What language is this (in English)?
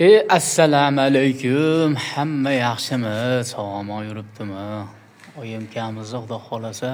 Uzbek